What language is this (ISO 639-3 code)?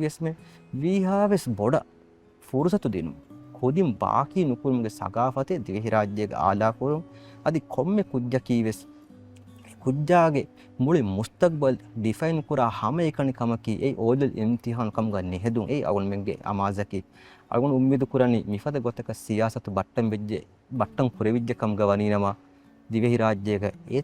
div